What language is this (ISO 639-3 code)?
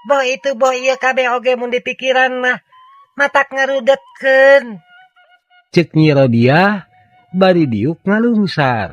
sun